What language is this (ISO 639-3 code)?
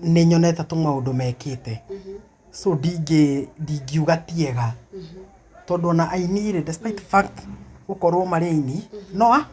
kik